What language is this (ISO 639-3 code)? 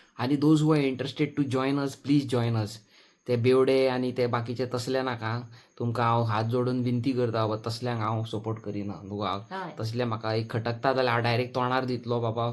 kok